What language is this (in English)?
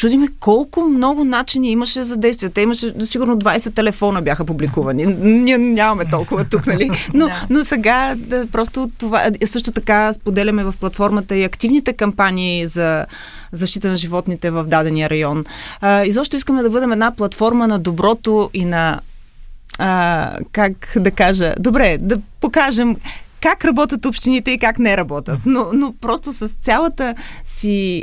Bulgarian